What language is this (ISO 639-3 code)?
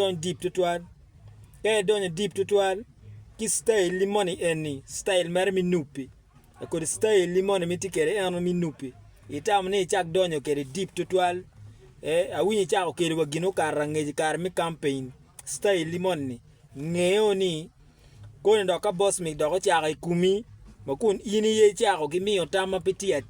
ach